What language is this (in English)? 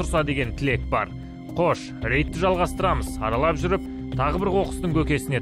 Kazakh